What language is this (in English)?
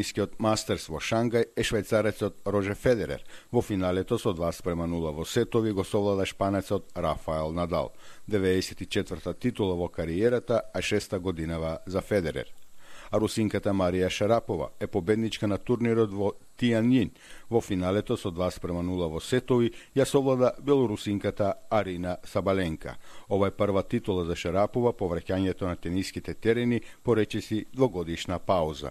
Macedonian